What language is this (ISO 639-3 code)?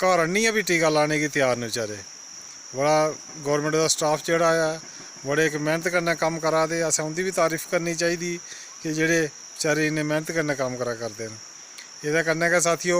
doi